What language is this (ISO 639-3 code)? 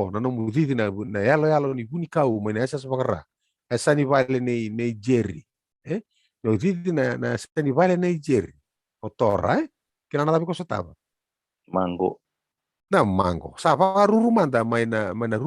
fij